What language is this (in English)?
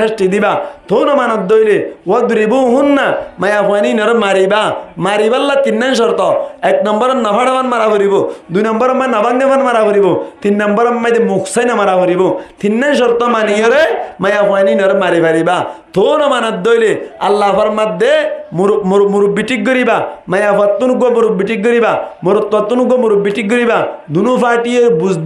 Rohingya